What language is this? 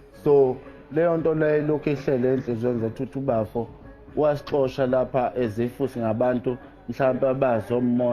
Zulu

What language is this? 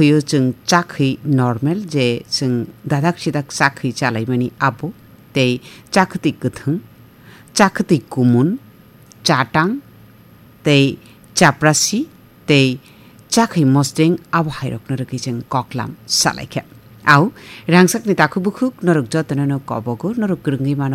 Kok Borok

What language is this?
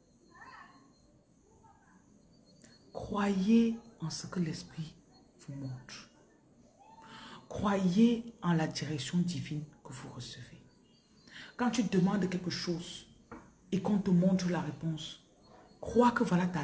French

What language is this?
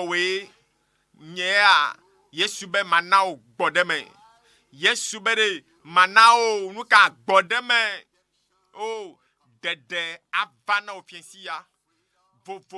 Ewe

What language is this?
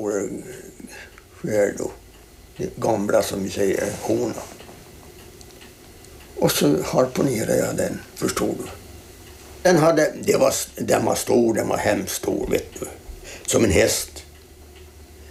Swedish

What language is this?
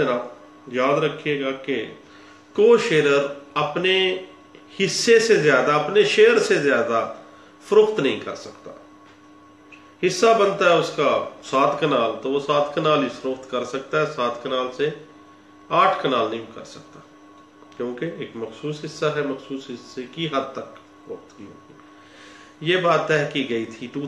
Urdu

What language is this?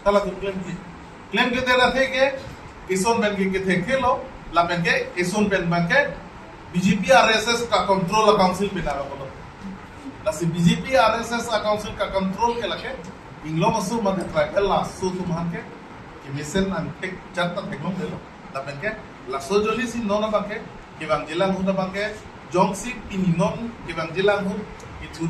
Karbi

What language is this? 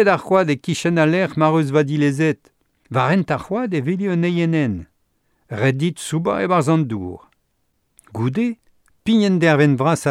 Breton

